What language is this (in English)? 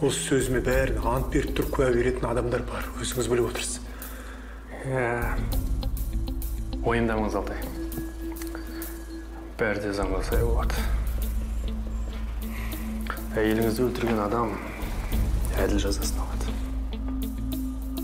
Kazakh